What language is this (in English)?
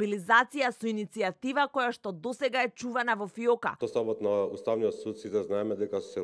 Macedonian